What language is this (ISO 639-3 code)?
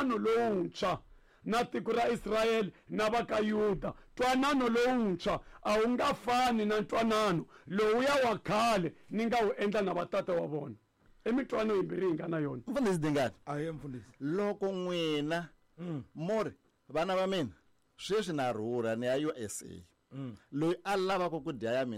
tso